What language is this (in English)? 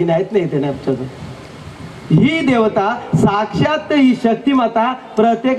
Marathi